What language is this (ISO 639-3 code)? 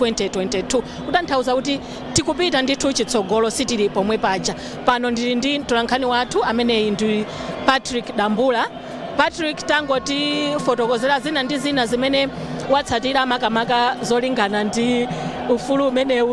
nya